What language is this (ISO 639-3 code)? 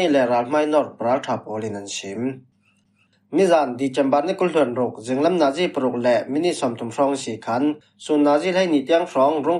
cfm